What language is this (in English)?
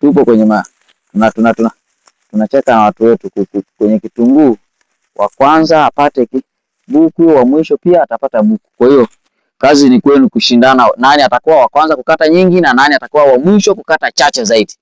Swahili